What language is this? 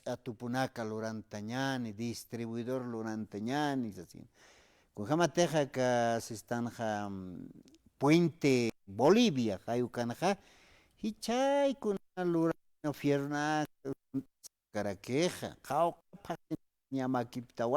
Aymara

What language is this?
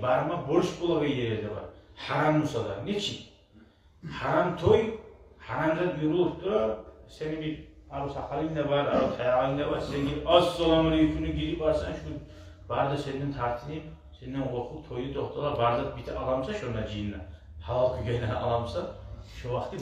Kumyk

